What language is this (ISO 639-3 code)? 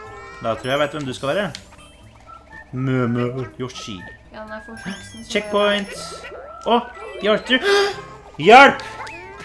nor